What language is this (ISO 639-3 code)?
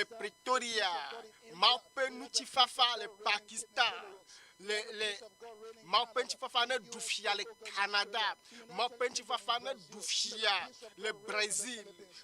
ewe